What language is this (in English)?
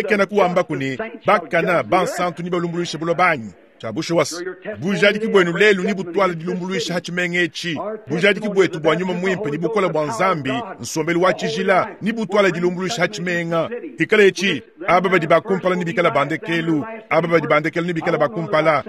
Luba-Lulua